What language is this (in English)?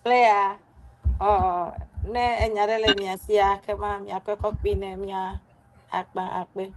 Ewe